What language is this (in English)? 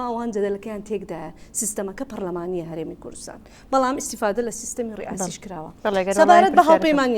Central Kurdish